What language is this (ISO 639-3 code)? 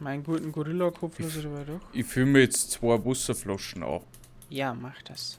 bar